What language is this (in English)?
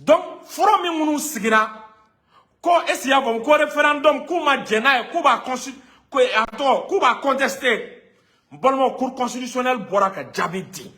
Bambara